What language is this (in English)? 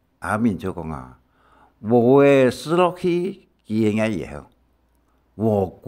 Hakka Chinese